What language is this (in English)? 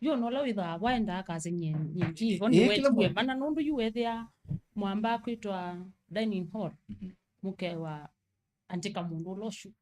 Kamba